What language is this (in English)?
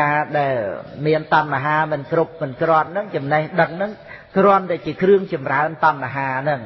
Khmer